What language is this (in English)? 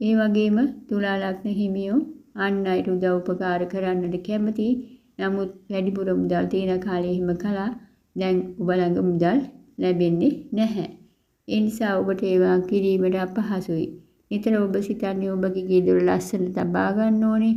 Sinhala